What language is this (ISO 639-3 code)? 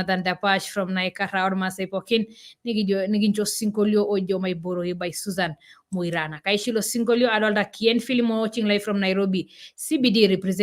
mas